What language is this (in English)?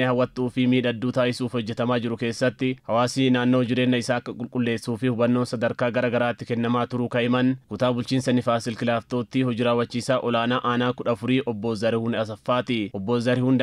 Oromo